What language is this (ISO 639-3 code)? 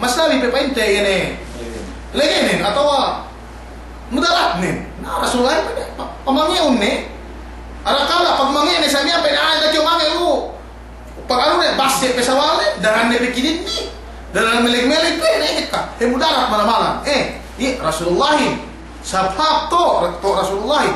yka